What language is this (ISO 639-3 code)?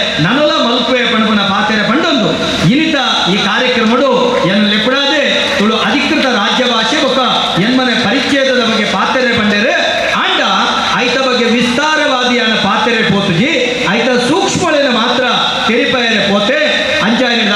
tcy